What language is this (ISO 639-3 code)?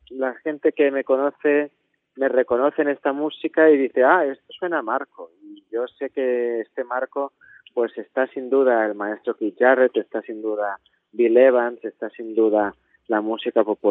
spa